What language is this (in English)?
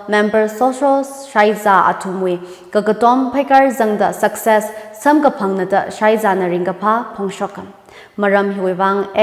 Tangkhul Naga (India)